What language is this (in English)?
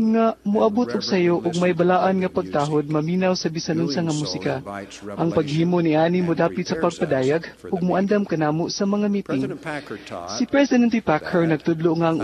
Cebuano